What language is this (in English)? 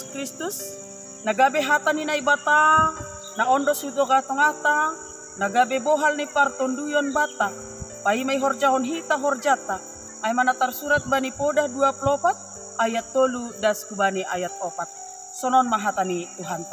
Batak Simalungun